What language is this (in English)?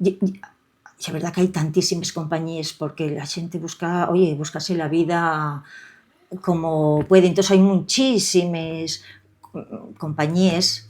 Asturian